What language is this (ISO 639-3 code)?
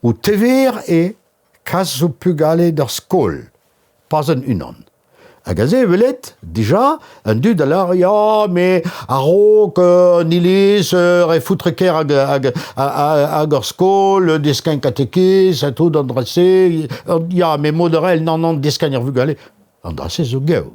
bre